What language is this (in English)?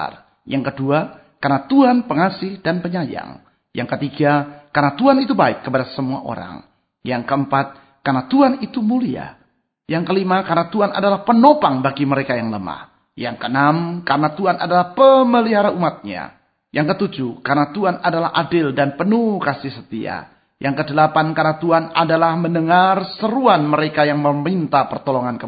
Indonesian